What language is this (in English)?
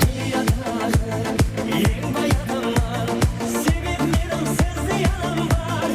Kara-Kalpak